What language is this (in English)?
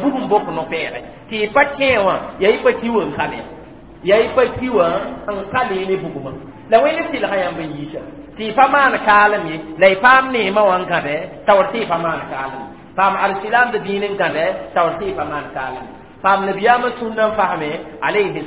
Mossi